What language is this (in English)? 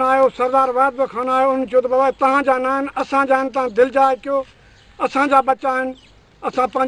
Sindhi